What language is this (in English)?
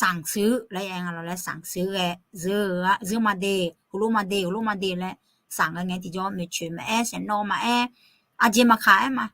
Akha